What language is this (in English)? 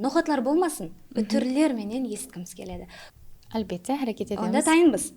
Kara-Kalpak